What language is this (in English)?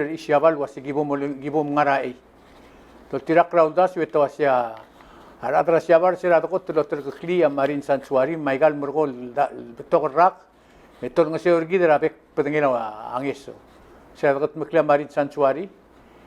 Palauan